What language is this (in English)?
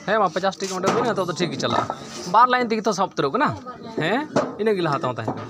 Santali